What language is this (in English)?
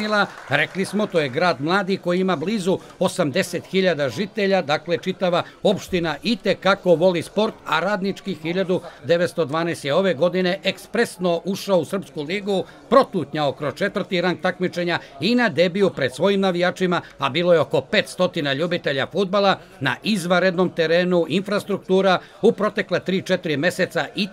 Serbian